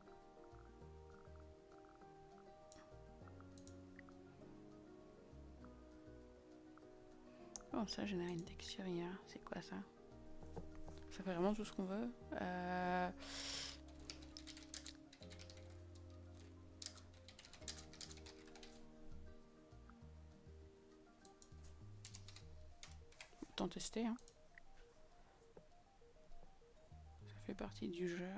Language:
French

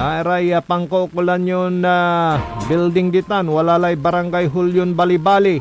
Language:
Pangasinan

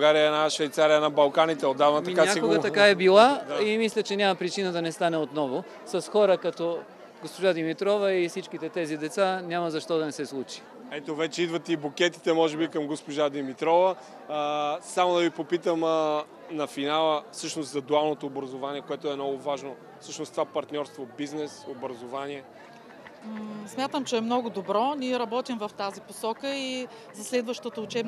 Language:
Bulgarian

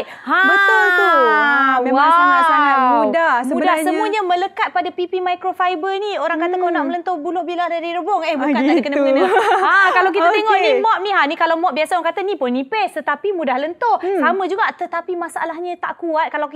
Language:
Malay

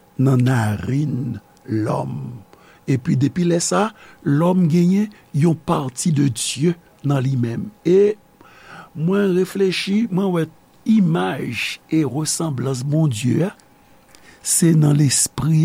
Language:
Haitian Creole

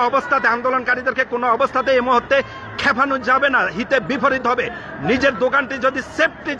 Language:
Bangla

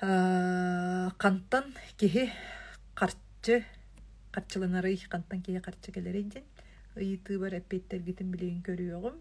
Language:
Yakut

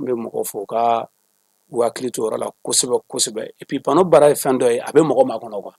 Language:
Bambara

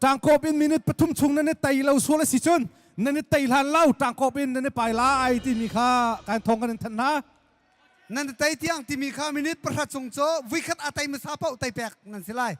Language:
Hakha Chin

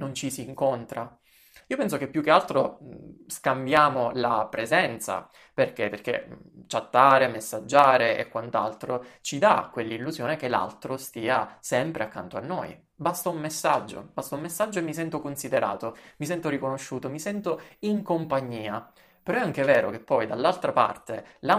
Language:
Italian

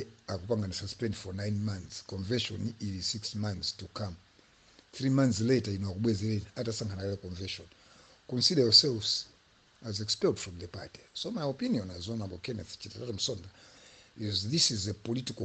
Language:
Nyanja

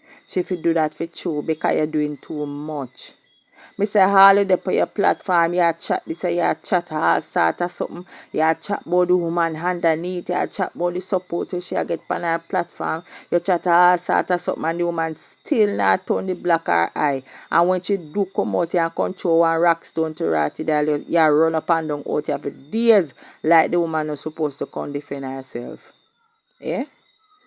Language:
Jamaican Creole English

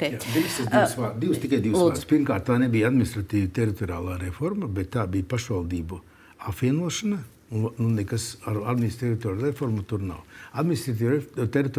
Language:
Latvian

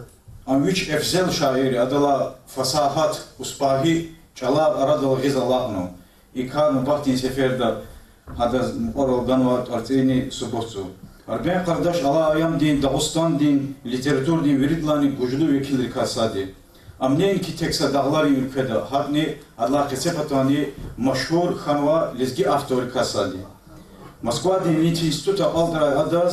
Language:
Lezghian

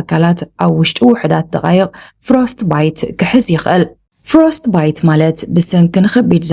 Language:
Tigrinya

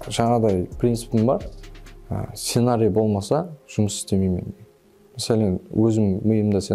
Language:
Kara-Kalpak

